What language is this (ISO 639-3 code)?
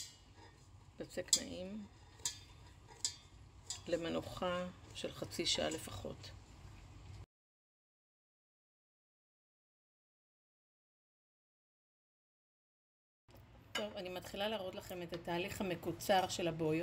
heb